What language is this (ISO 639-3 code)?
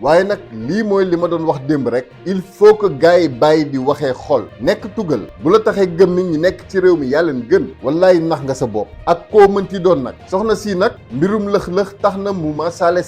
wol